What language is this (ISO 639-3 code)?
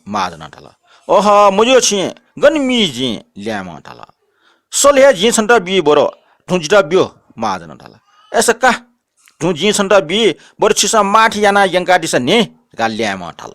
new